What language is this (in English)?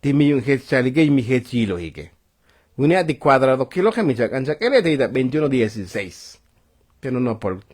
Tzotzil